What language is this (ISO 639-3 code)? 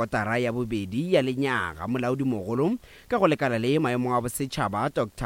nso